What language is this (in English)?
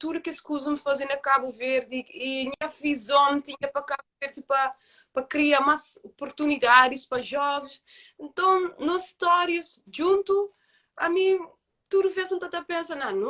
Kabuverdianu